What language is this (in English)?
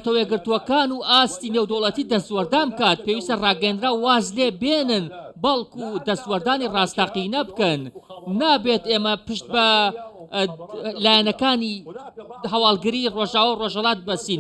Central Kurdish